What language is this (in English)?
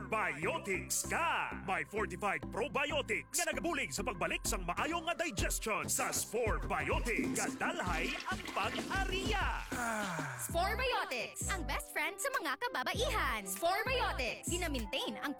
Hiligaynon